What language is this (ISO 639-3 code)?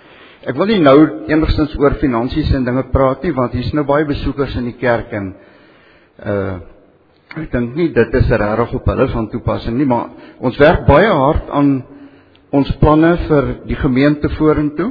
afr